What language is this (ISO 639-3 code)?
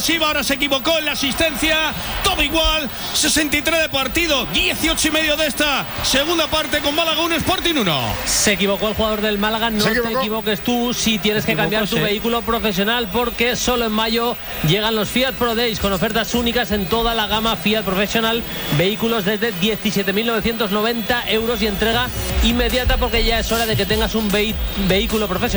spa